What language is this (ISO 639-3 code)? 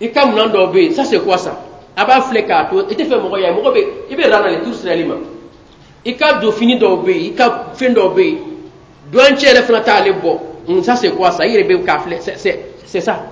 bam